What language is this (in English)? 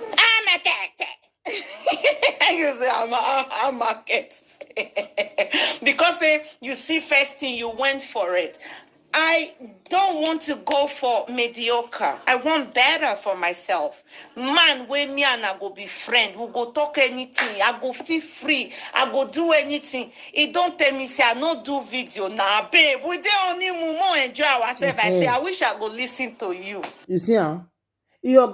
Nigerian Pidgin